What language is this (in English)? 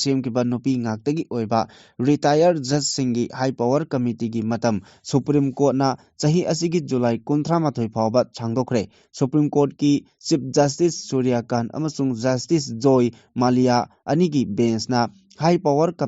Manipuri